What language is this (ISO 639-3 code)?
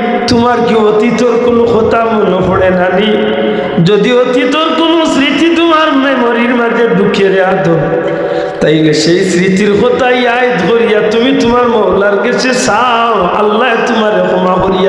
syl